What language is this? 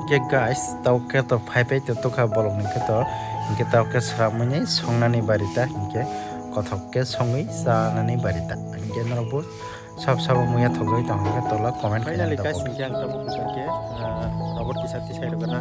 Kok Borok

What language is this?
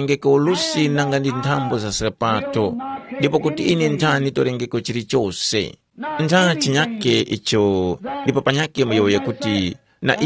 Tumbuka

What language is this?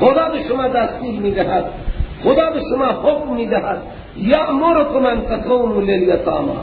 Persian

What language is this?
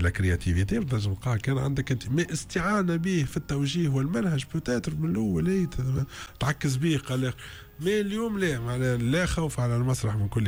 Tunisian Arabic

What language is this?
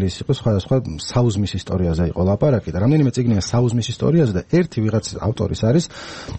Georgian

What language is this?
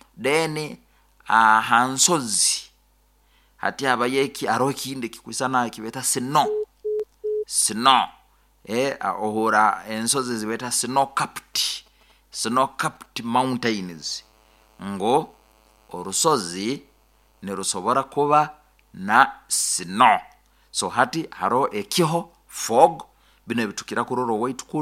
Nyoro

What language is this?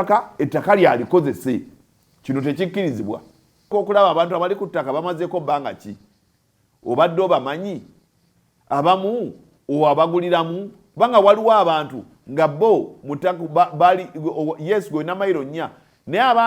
Ganda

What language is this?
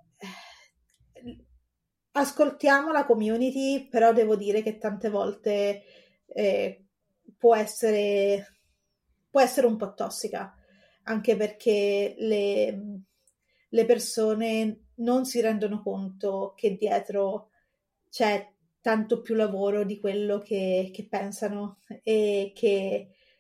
Italian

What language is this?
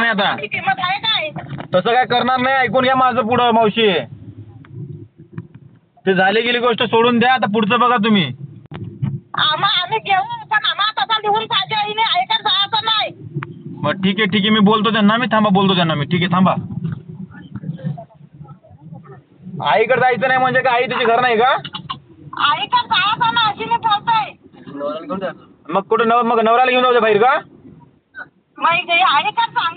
Marathi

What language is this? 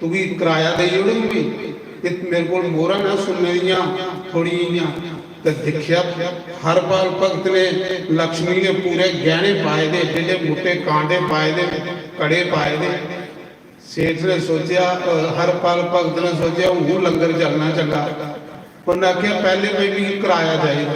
Dogri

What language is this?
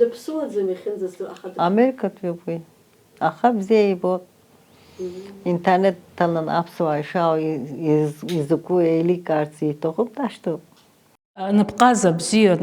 Abkhazian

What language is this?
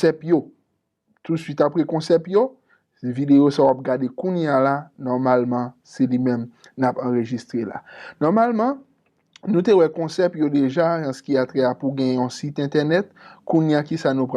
Haitian Creole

